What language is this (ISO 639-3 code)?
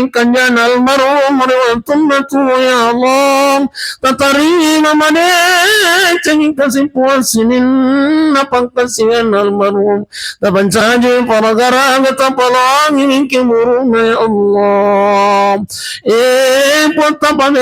bug